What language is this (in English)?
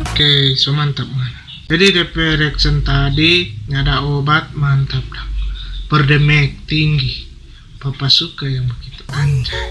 Manado Malay